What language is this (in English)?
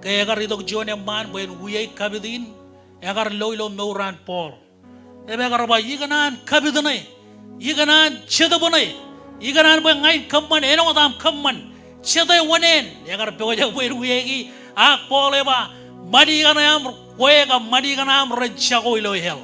Marshallese